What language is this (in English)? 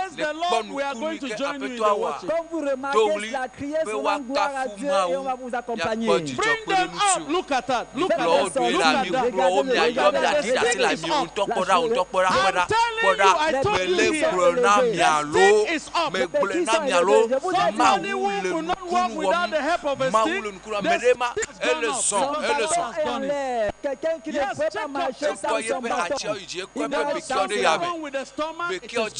Ewe